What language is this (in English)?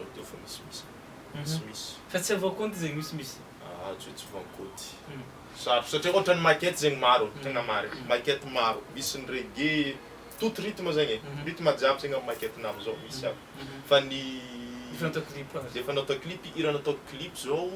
Malagasy